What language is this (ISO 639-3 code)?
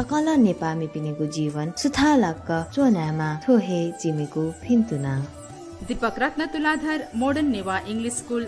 new